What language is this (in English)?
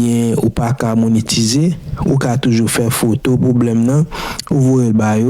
Haitian Creole